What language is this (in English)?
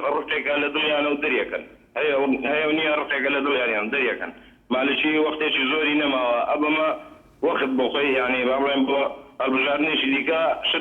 Central Kurdish